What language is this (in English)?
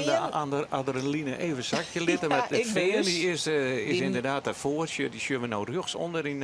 Western Frisian